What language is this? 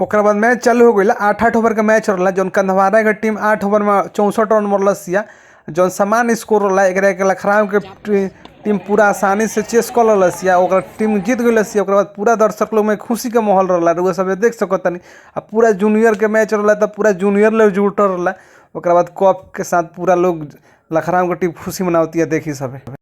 Bhojpuri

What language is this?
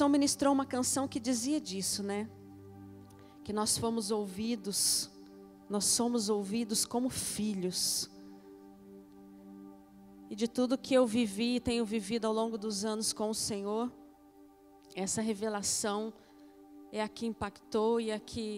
Portuguese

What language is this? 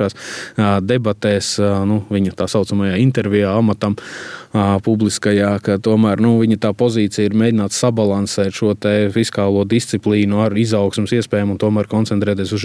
Latvian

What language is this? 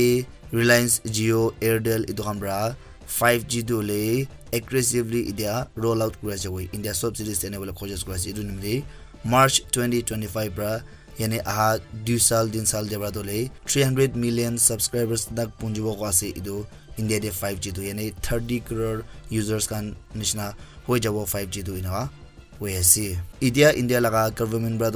Naga Pidgin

